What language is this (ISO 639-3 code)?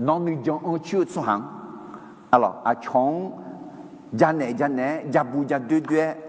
ahk